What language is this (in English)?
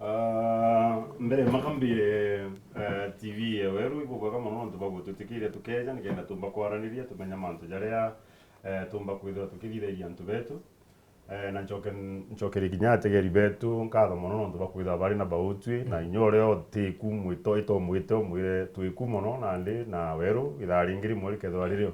Meru